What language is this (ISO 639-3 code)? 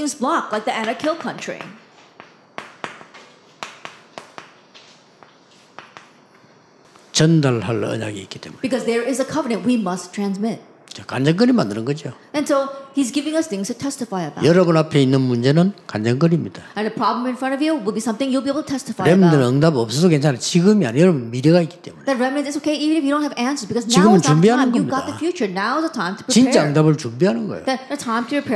kor